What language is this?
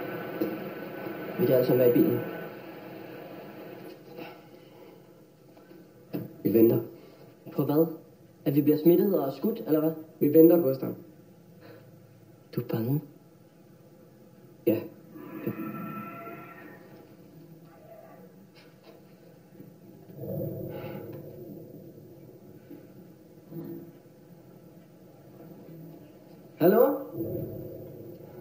Danish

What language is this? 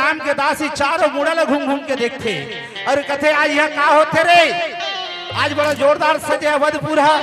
Chhattisgarhi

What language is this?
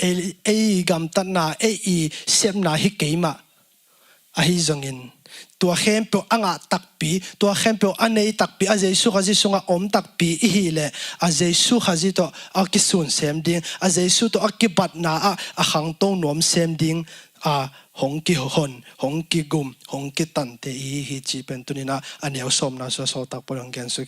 Tedim Chin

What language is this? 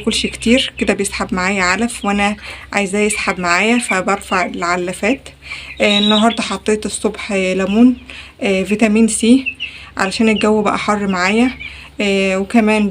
Egyptian Arabic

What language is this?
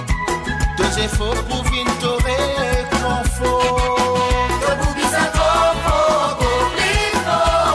Morisyen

